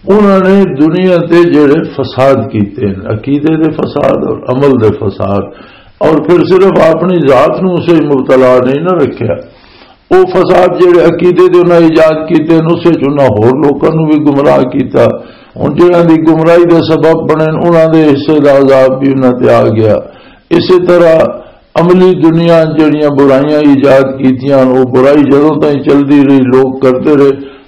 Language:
Western Panjabi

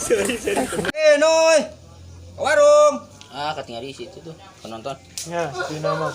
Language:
Sundanese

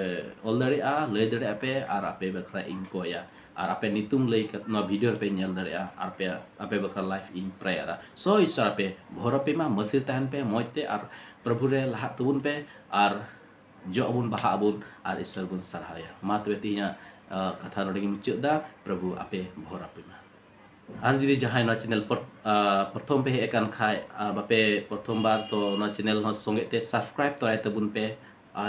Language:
Santali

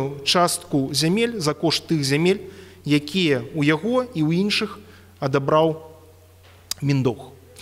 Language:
Belarusian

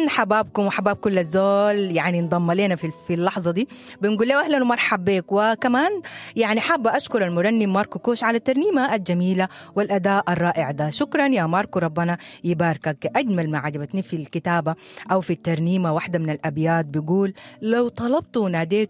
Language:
Sudanese Arabic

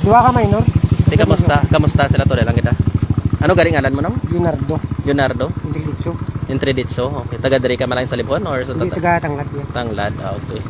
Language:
Hiligaynon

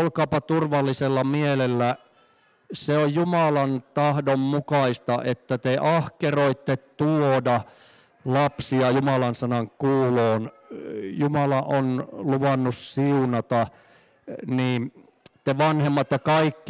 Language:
Finnish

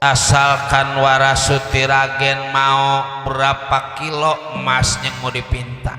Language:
Betawi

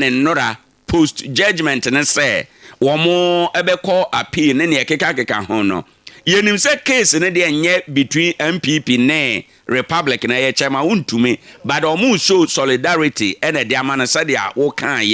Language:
Akan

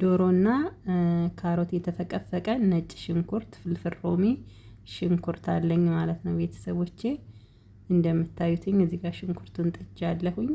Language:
Amharic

